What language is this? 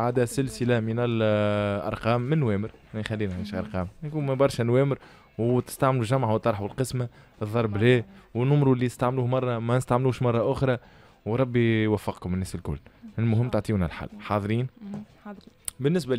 Tunisian Arabic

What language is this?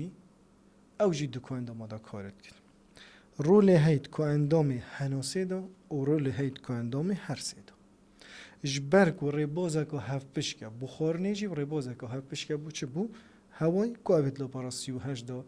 Kurdish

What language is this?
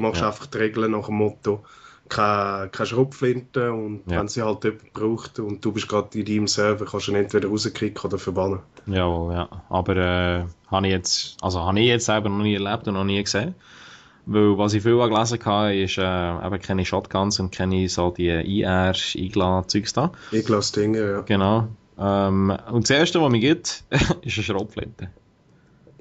Swiss German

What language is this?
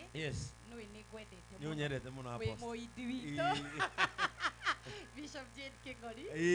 Kikuyu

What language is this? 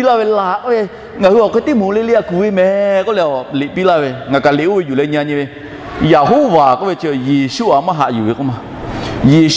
Lahu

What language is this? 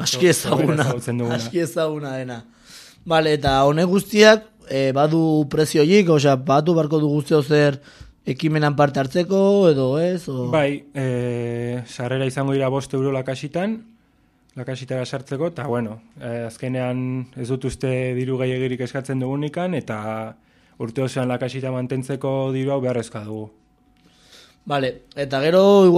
Basque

